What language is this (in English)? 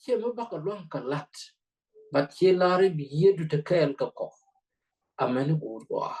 Nuer